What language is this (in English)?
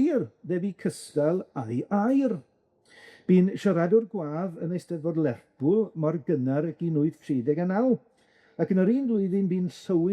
Welsh